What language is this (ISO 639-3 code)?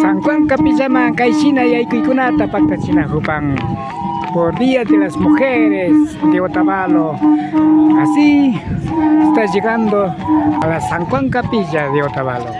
qvi